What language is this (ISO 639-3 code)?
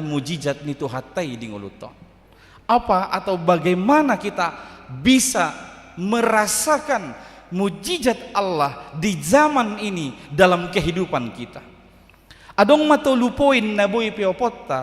bbc